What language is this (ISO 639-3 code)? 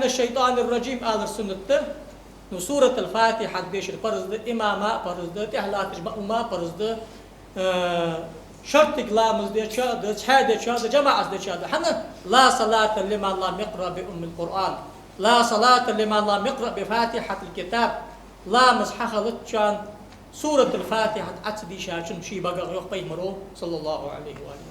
inh